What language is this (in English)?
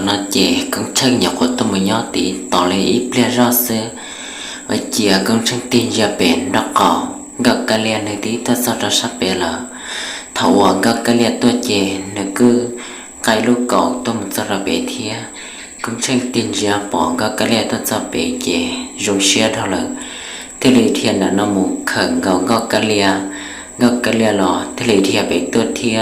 Hmong